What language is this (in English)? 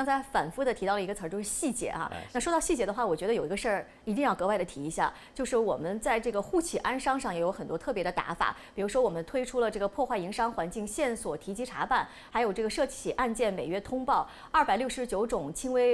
Chinese